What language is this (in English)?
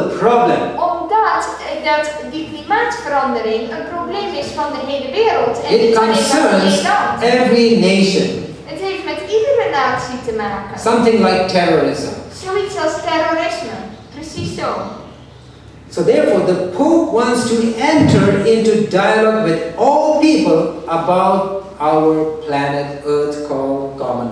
Dutch